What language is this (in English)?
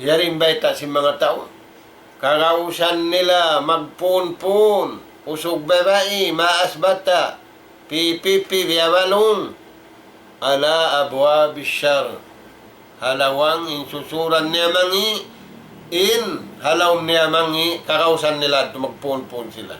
Tausug